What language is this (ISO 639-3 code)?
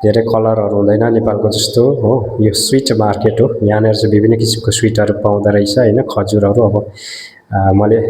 nep